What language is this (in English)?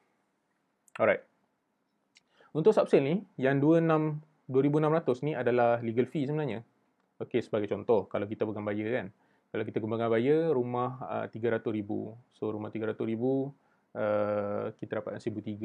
Malay